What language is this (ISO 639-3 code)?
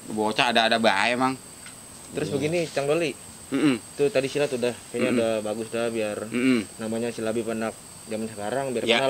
bew